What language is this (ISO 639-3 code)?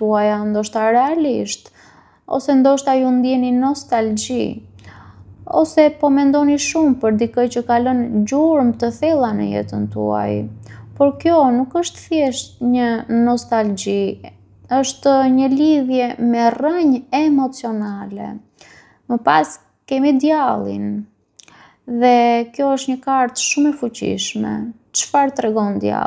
sqi